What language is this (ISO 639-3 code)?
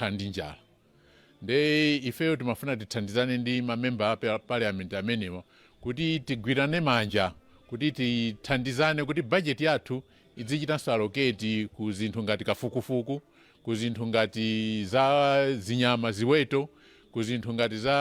nya